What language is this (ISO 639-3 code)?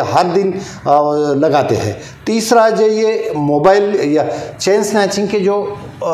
hin